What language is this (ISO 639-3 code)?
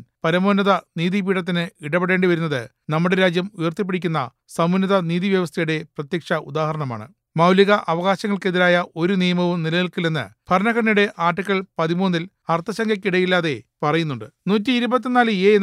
mal